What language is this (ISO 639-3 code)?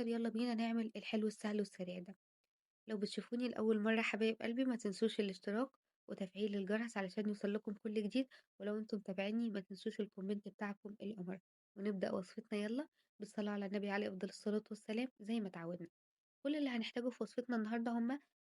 arz